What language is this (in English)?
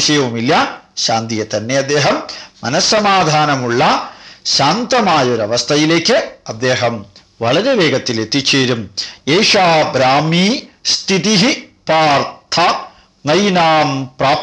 Malayalam